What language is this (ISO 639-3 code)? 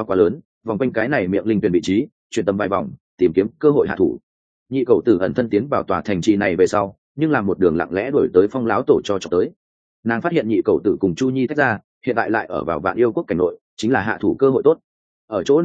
vie